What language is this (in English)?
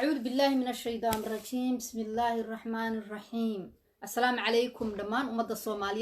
Somali